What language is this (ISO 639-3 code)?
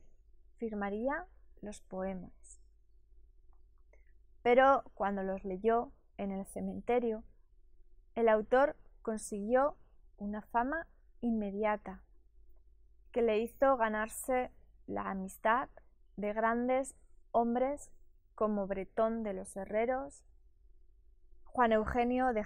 spa